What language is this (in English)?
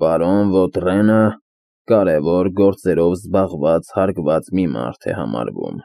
Armenian